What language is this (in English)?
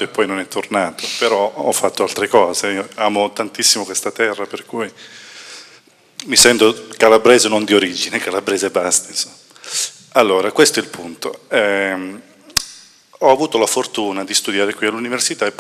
Italian